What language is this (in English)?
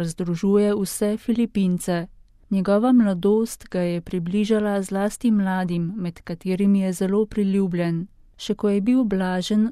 Slovenian